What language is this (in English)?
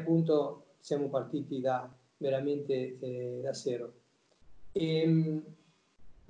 Italian